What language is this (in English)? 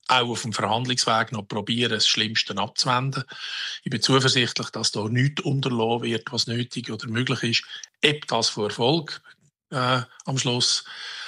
Swiss German